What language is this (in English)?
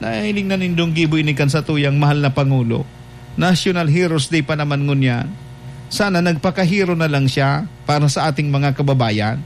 Bikol